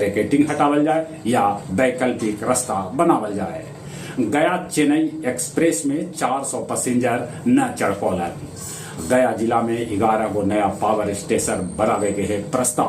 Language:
Magahi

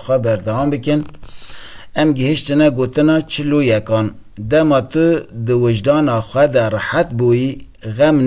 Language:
Kurdish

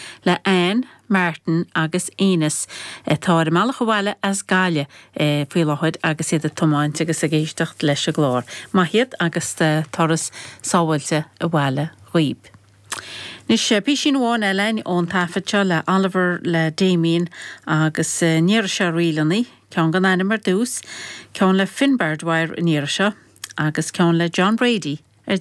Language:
Irish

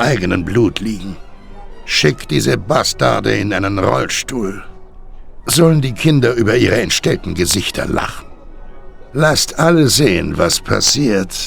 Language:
Bavarian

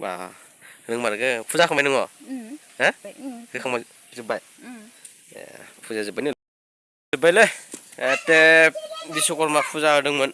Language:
Bodo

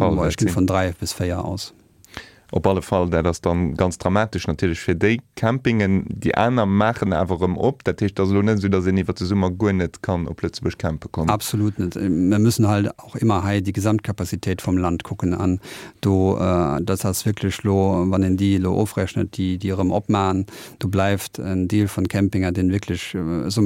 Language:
Luxembourgish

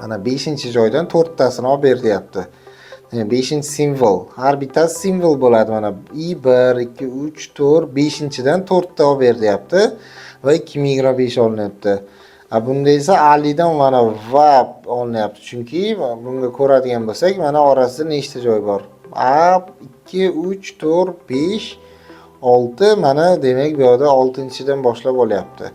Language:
Uzbek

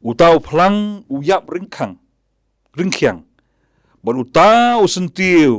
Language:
Khasi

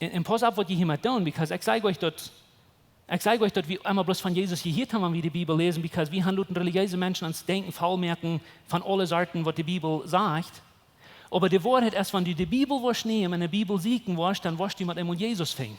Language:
Plautdietsch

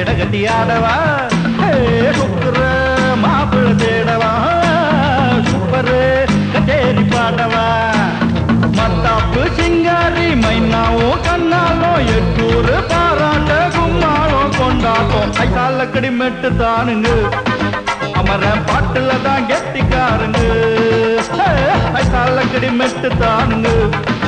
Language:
Tamil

